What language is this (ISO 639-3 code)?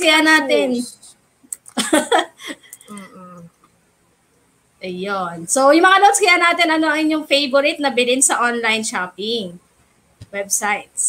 fil